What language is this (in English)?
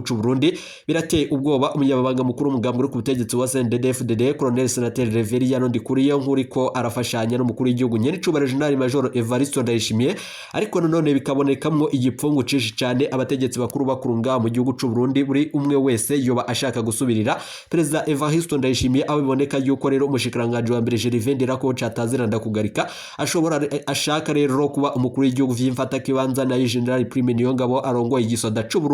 Rundi